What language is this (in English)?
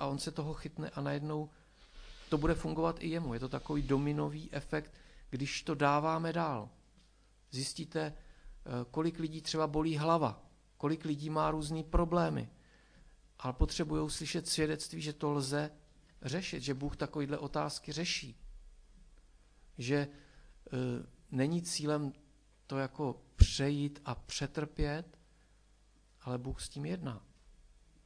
Czech